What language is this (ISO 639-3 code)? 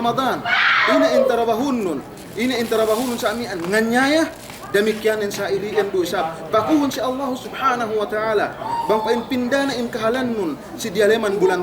yka